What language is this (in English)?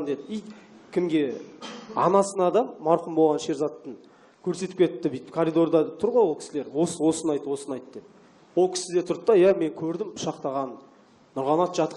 Kazakh